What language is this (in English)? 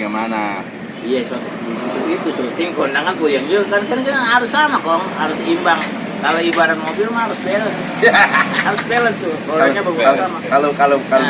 Betawi